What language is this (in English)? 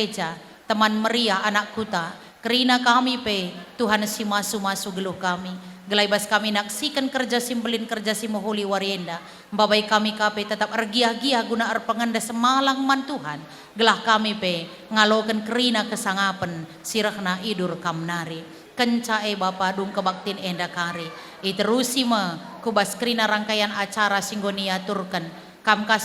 Batak Karo